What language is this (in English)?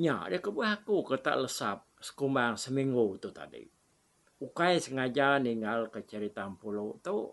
Iban